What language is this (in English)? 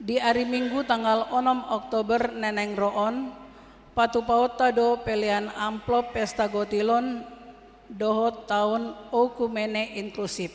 Batak Toba